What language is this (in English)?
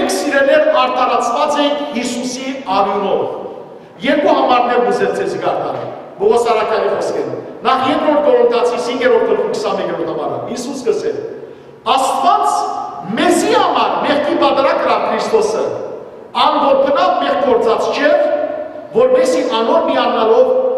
Western Armenian